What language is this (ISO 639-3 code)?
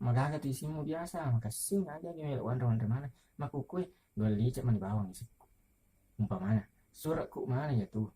bug